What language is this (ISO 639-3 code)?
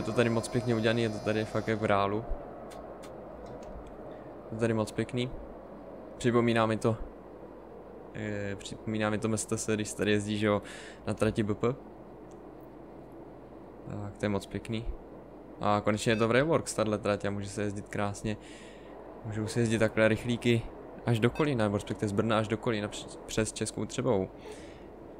ces